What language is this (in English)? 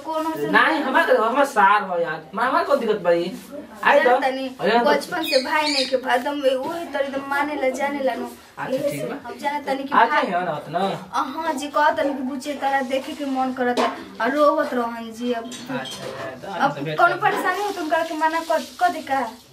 Bhojpuri